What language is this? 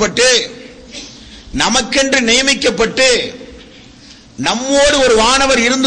Tamil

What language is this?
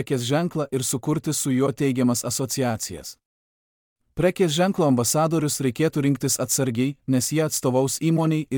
Lithuanian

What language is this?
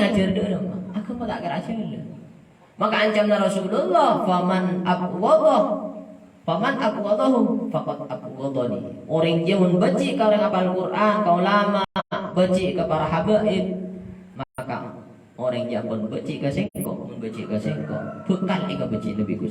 Madurese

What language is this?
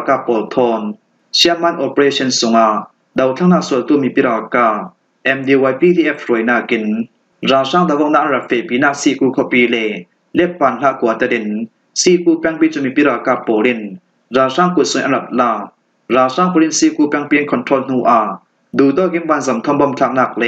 Falam Chin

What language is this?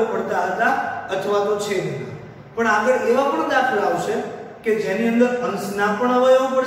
Gujarati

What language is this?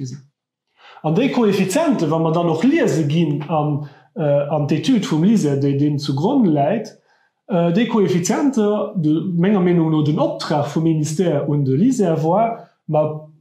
Luxembourgish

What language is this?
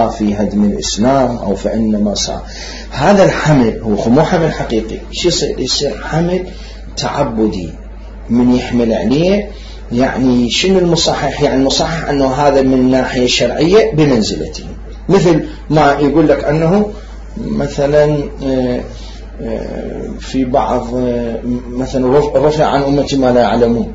Mesopotamian Arabic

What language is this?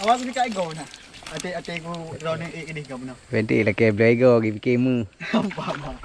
Achinese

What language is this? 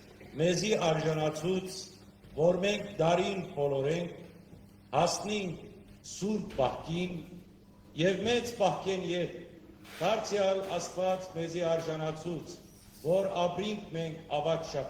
Western Armenian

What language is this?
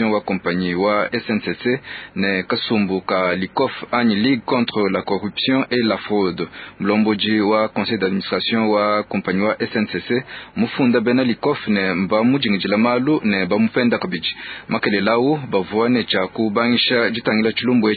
Luba-Lulua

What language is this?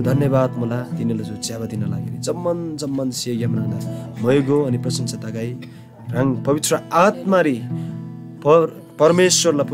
Eastern Tamang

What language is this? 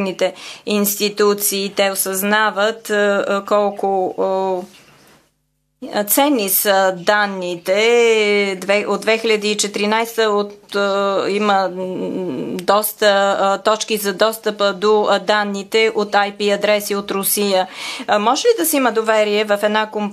Bulgarian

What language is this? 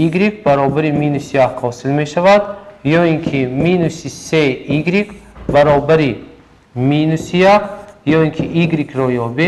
Tajik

